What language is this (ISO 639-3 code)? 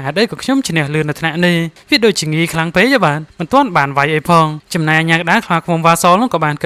khm